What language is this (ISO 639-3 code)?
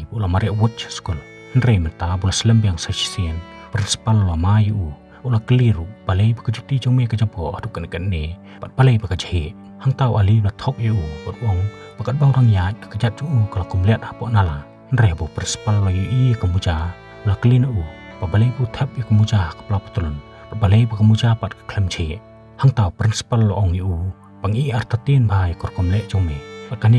kha